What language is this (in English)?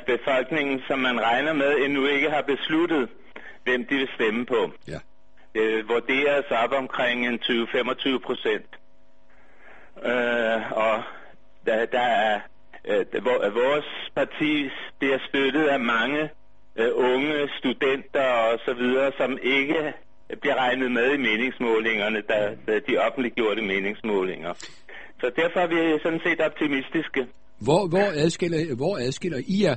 Danish